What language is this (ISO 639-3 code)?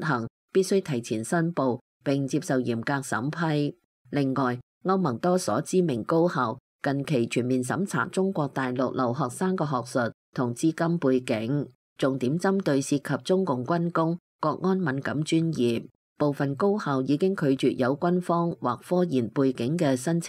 yue